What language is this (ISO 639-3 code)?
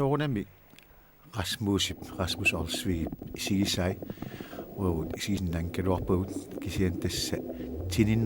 kal